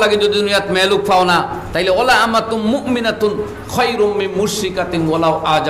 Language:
Sylheti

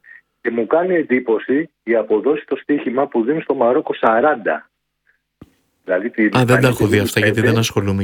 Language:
Greek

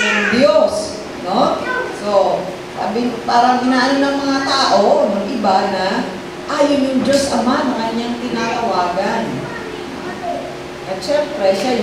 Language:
Filipino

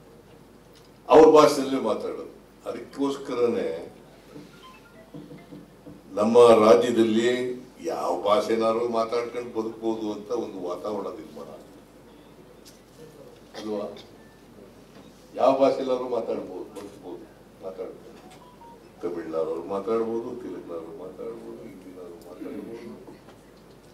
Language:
Kannada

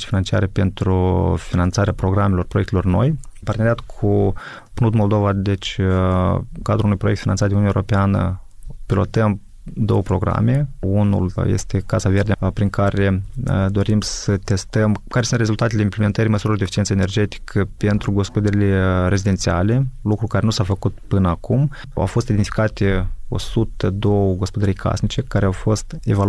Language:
Romanian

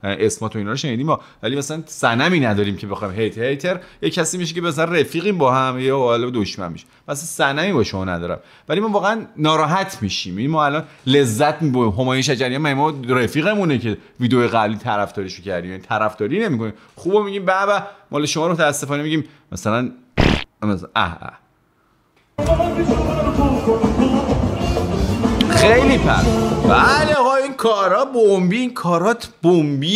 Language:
Persian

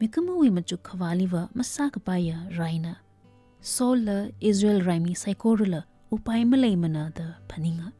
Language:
Tangkhul Naga (India)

